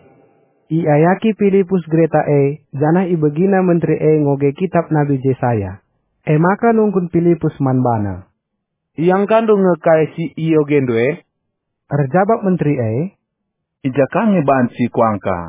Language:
Batak Karo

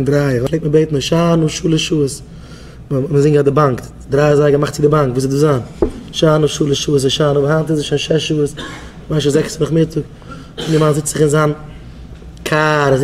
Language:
Yiddish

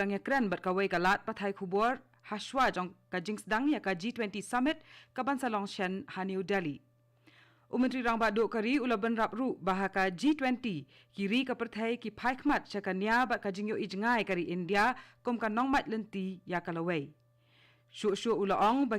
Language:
Khasi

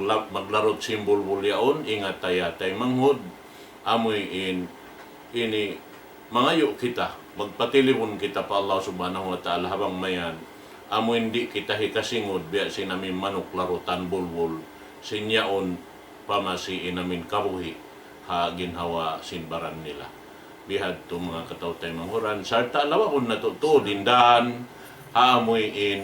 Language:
Tausug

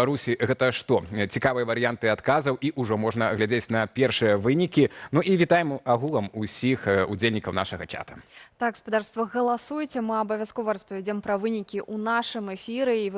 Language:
Belarusian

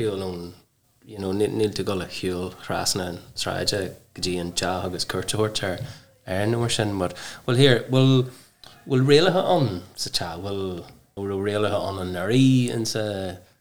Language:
Irish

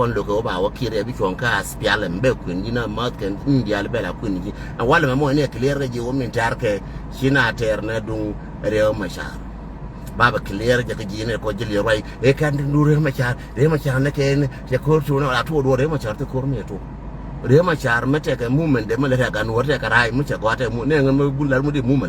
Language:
Nuer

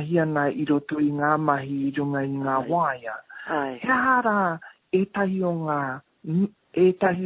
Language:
Māori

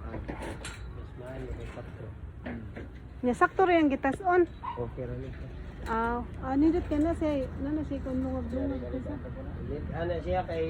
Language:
Cebuano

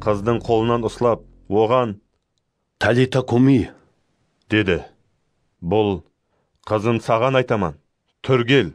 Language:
Kara-Kalpak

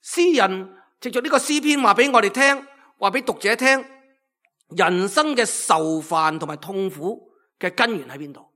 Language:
Cantonese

